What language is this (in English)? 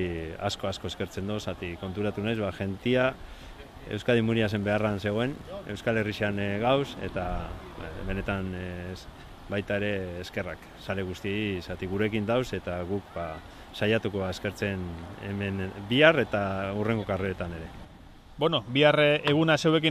Basque